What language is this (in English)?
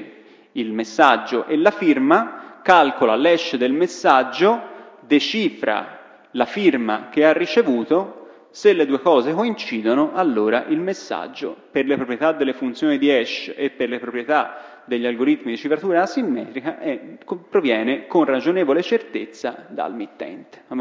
Italian